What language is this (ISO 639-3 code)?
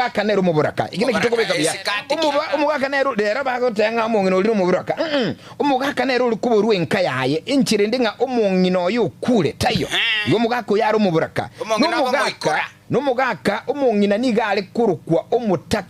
guz